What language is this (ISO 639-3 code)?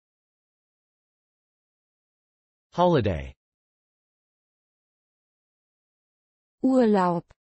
deu